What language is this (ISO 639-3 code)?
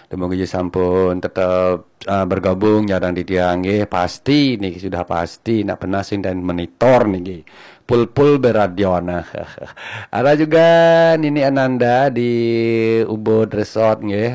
ban